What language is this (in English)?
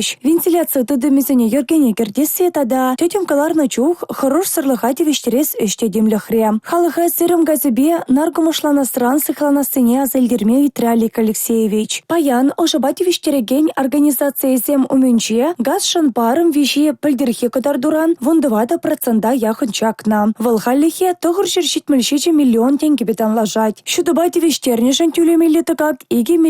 Chuvash